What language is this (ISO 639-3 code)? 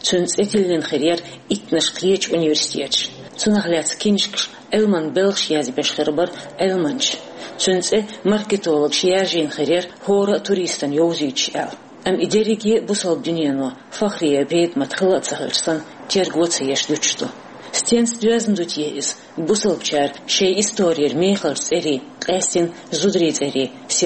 che